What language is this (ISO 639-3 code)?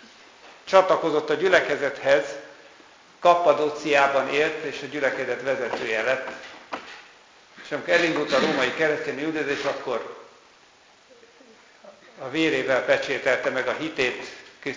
hun